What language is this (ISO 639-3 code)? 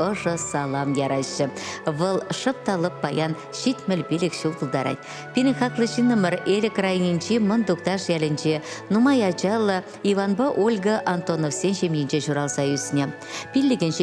chv